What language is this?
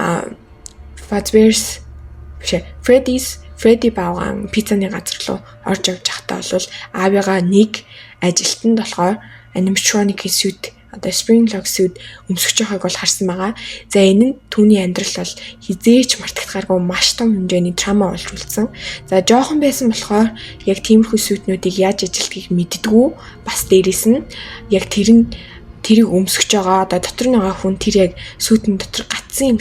Mongolian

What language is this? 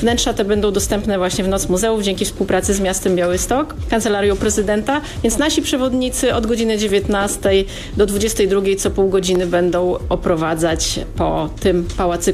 Polish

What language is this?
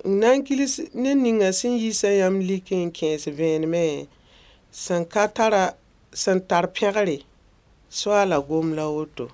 Mossi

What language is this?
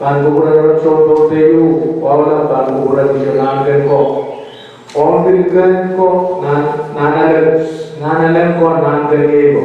Pohnpeian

